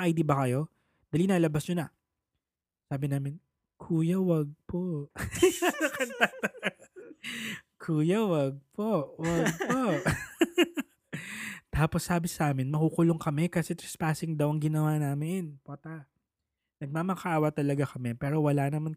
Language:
Filipino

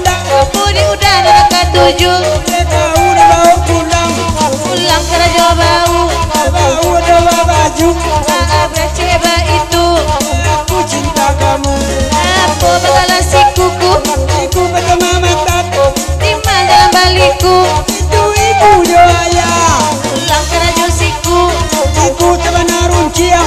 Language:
Minangkabau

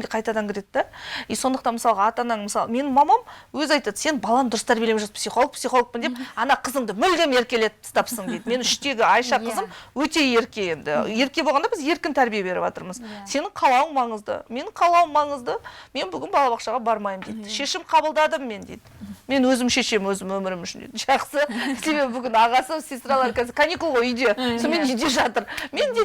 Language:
Kazakh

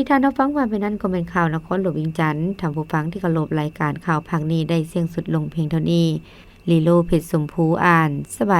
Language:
Lao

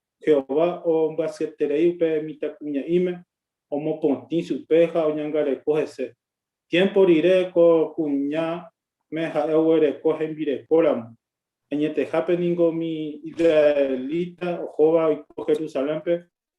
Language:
Guarani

